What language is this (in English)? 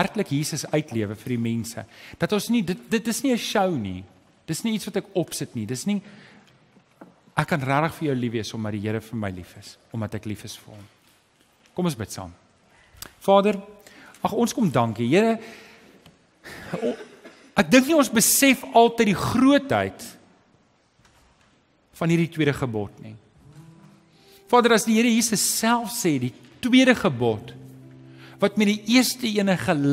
Afrikaans